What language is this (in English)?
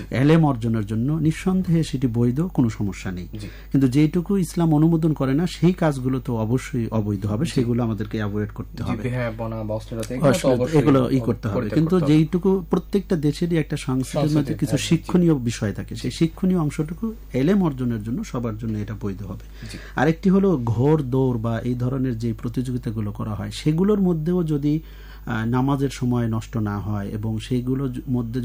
Bangla